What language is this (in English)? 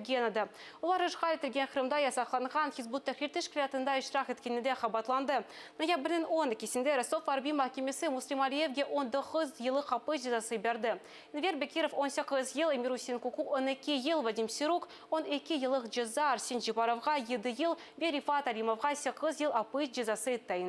Crimean Tatar